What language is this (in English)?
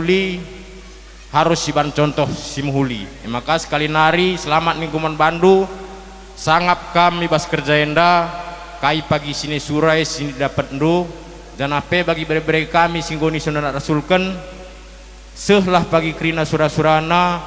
Batak Karo